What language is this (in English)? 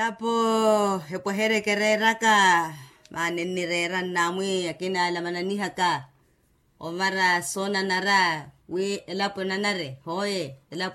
Makhuwa